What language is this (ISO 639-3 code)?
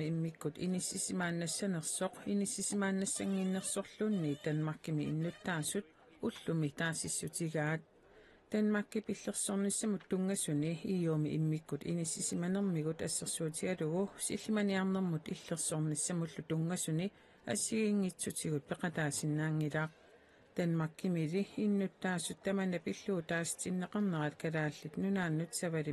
kal